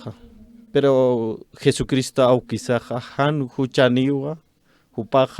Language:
Aymara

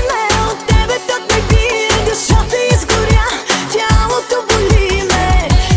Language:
Bulgarian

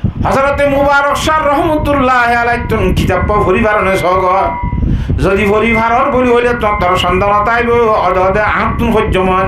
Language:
Rohingya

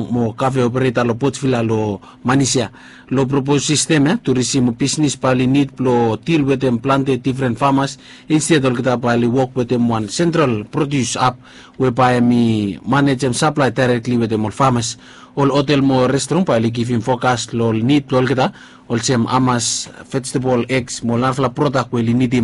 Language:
Bislama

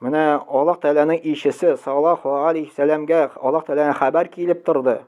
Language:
Tatar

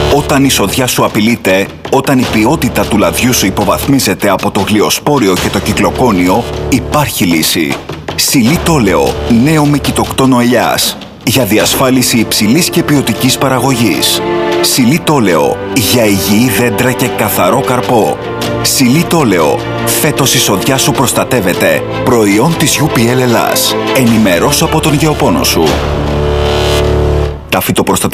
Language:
Greek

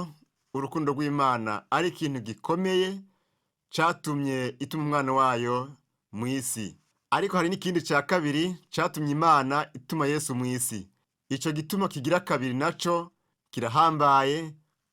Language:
Rundi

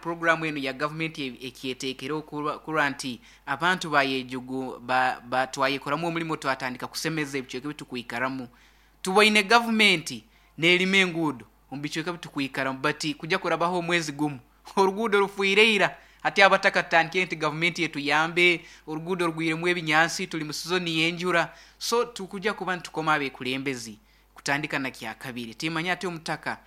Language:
Nyankole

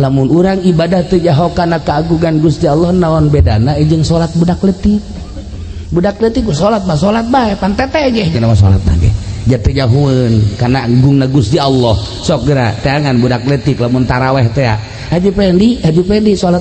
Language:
Sundanese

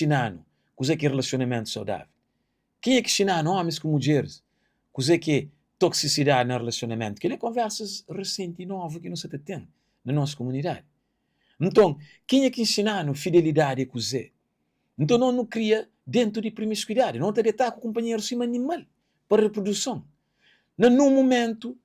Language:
Kabuverdianu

